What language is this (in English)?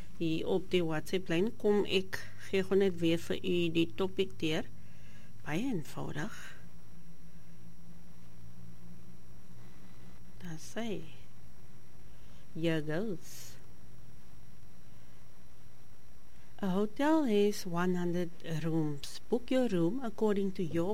Afrikaans